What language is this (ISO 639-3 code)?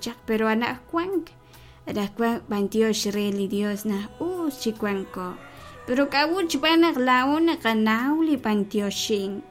kek